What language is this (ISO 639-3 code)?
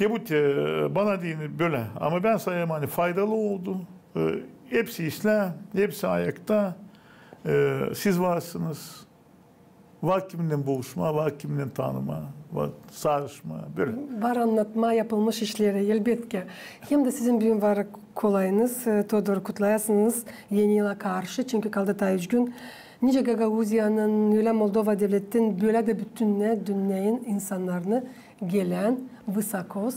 gag